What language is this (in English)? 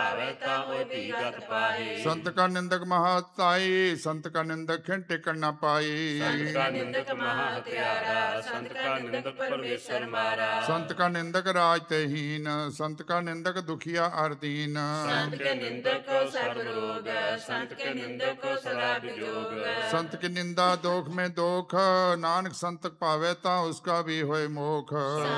Punjabi